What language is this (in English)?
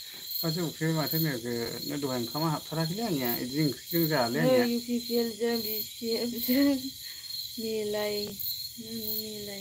Bodo